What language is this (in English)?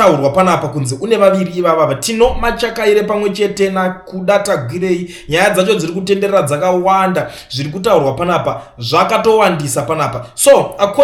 Shona